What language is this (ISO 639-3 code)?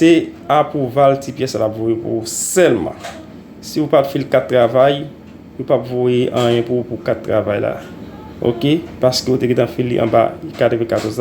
hat